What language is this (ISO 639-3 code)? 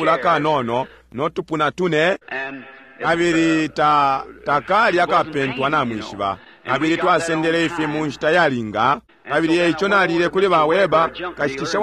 bem